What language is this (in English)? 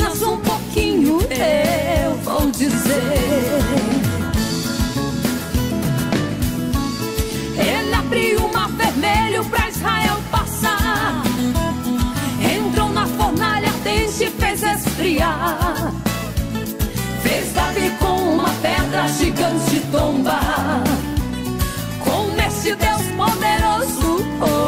Portuguese